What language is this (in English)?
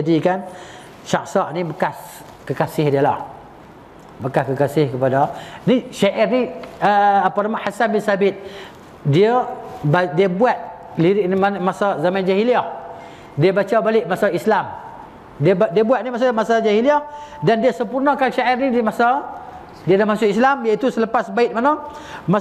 Malay